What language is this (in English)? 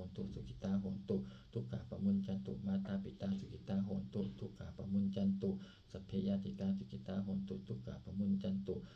Pali